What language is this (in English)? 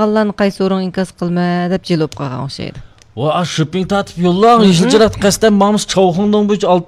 Uyghur